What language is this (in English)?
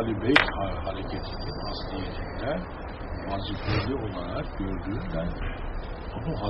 Turkish